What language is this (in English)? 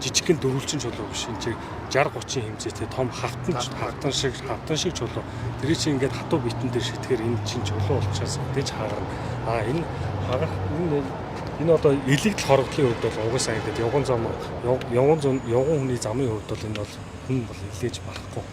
Mongolian